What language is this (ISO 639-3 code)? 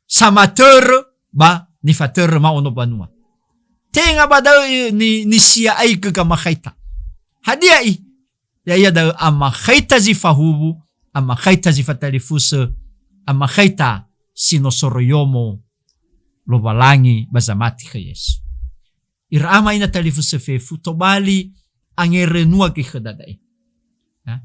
nia